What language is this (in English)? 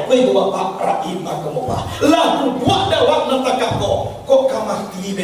Minangkabau